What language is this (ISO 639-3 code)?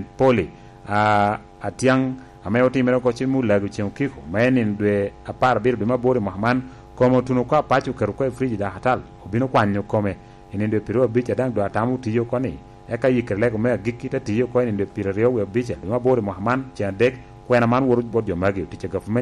laj